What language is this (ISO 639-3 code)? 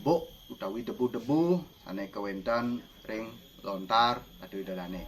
ban